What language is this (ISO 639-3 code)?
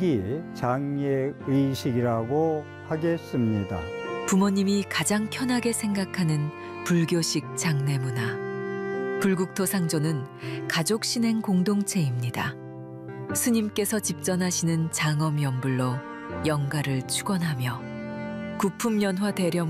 kor